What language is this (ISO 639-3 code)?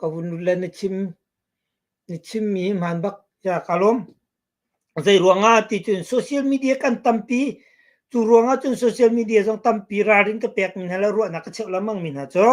cnh